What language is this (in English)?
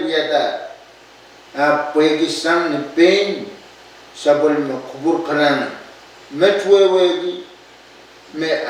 Pohnpeian